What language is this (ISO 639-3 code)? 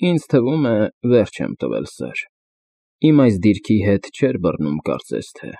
hye